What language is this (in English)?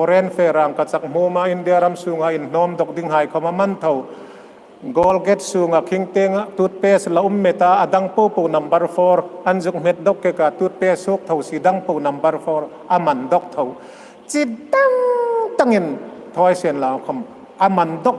Hmar